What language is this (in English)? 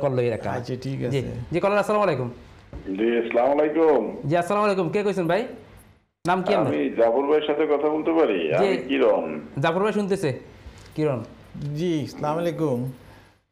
Bangla